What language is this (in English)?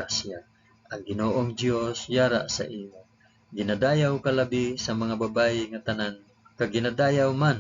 Hiligaynon